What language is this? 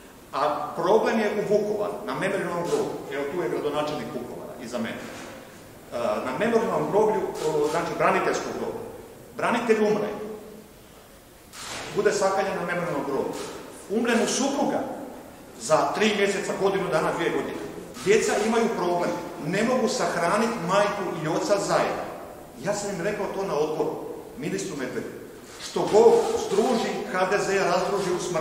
Croatian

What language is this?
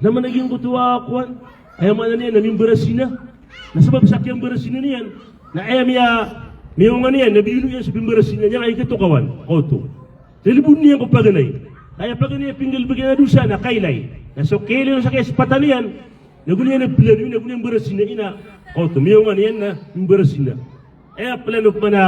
Maranao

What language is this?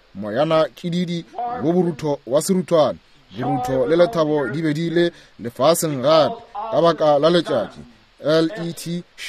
Northern Sotho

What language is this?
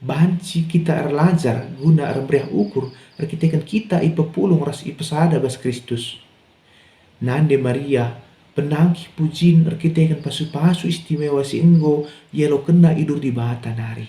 Batak Karo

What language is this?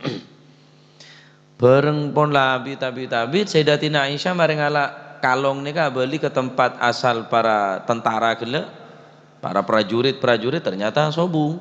Madurese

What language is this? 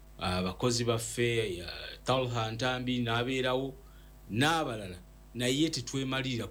Ganda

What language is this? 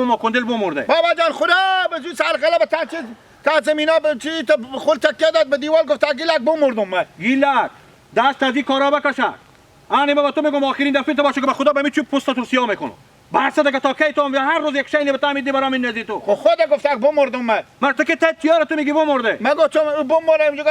Hazaragi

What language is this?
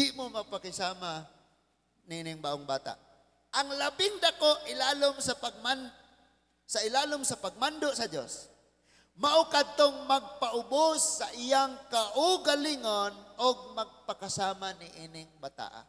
Cebuano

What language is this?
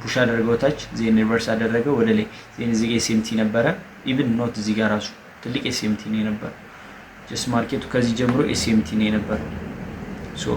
Amharic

